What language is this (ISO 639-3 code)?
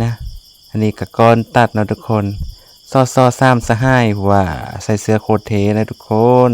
lao